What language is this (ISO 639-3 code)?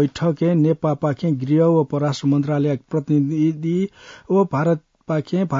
new